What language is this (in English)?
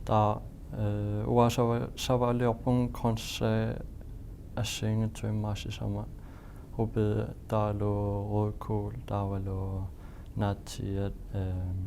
Kalaallisut